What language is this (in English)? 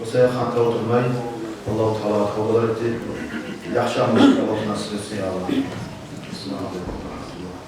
Kumyk